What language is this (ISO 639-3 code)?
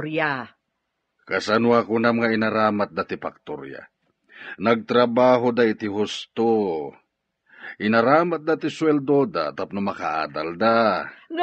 ilo